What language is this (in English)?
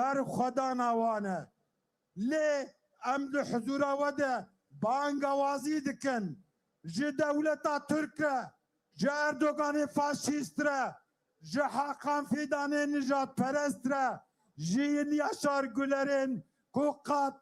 Kurdish